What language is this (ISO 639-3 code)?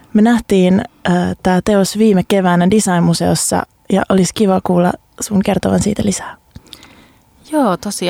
fin